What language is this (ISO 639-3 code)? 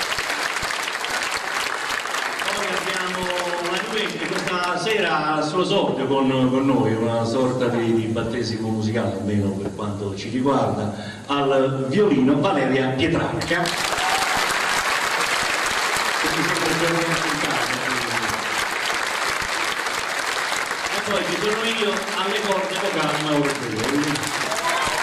ita